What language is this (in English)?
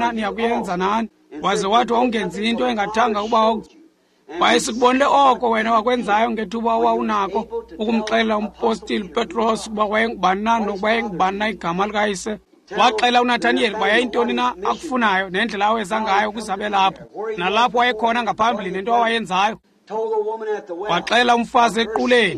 Xhosa